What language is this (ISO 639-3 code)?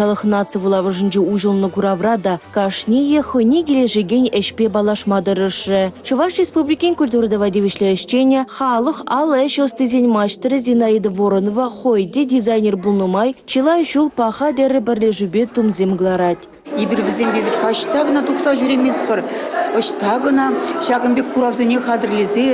chv